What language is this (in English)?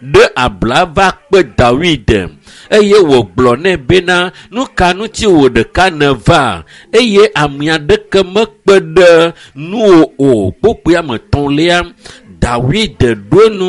Ewe